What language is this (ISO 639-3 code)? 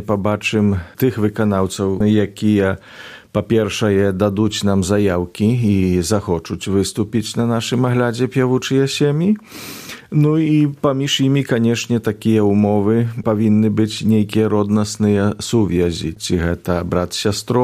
bel